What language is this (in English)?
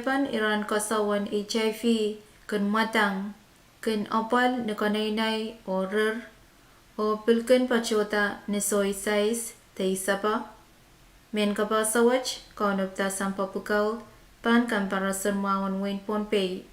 Pohnpeian